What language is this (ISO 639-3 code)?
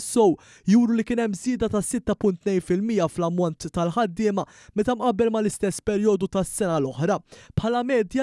mlt